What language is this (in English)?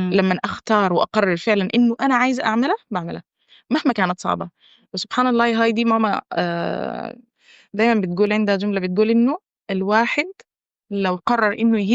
Egyptian Arabic